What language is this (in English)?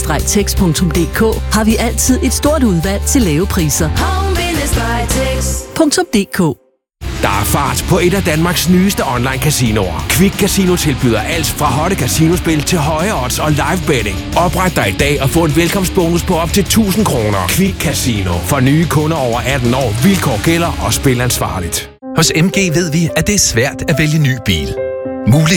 Danish